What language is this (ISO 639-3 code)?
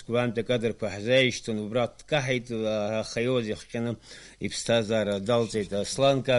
abk